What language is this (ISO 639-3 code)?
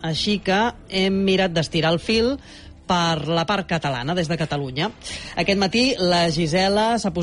cat